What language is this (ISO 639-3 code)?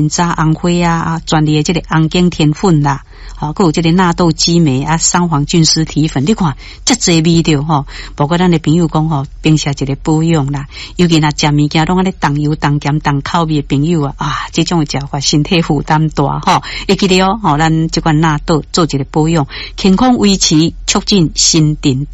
nan